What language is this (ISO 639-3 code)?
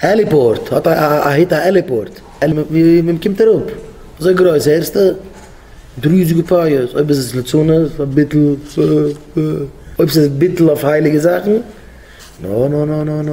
yid